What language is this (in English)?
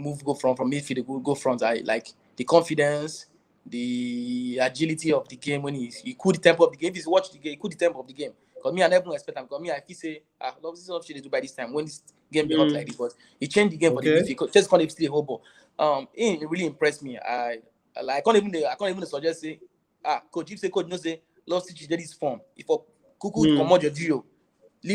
Nigerian Pidgin